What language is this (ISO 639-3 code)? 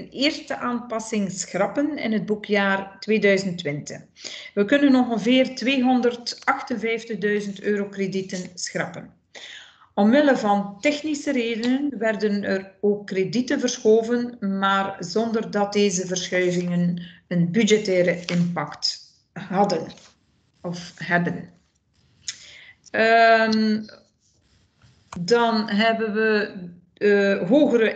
nld